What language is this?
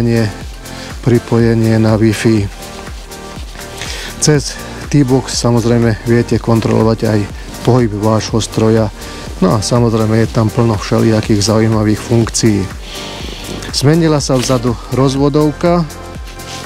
Slovak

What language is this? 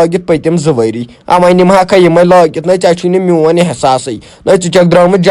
Kashmiri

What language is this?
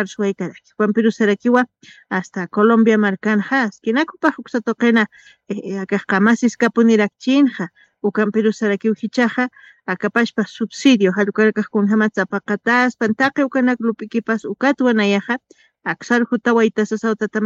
Aymara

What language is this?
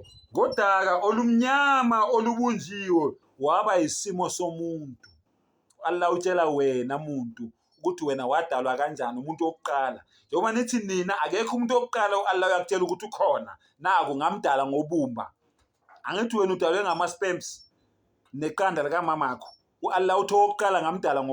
Zulu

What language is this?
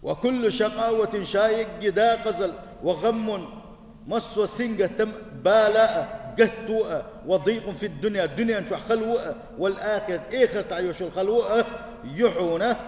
Chechen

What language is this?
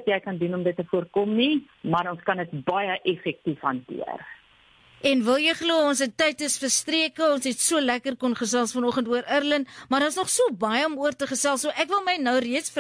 Afrikaans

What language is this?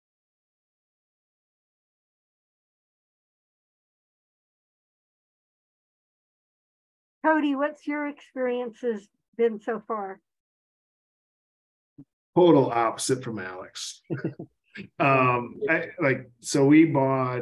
English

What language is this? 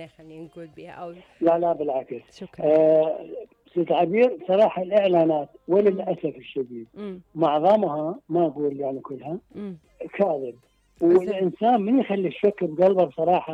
Mesopotamian Arabic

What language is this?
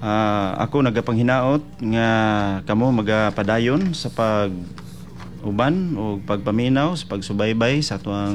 Cebuano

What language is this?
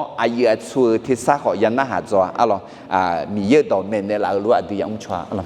Akha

